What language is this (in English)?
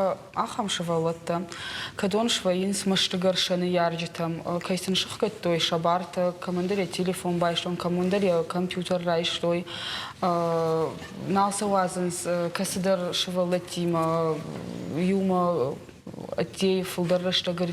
Ossetic